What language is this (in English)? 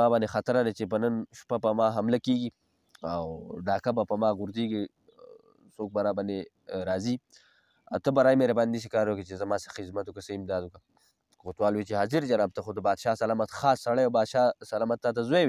Pashto